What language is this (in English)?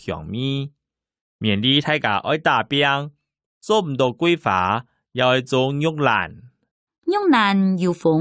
Hakka Chinese